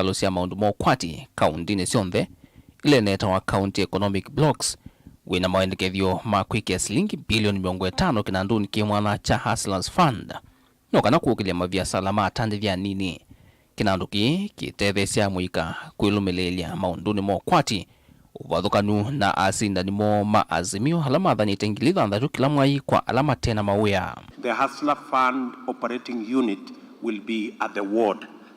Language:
Kamba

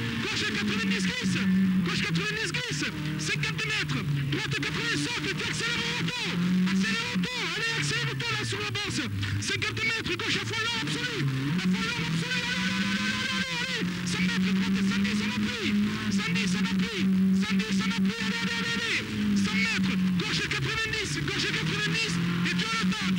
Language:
French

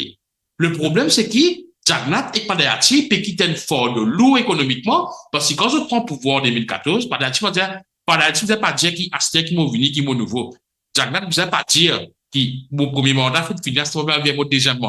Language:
Morisyen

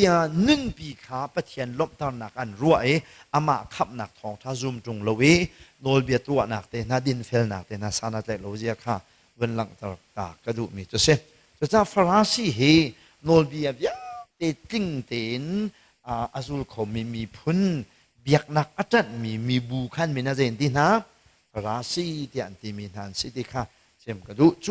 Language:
Hakha Chin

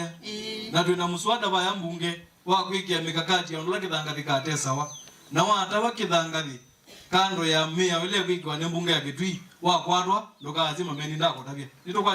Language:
Kamba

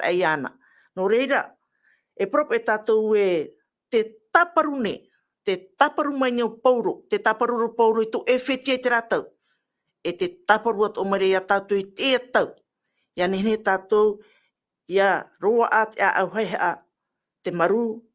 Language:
Tahitian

